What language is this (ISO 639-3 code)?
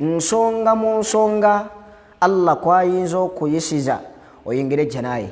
lug